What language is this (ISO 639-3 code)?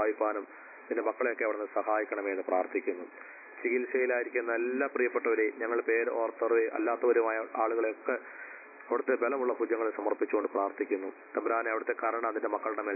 mal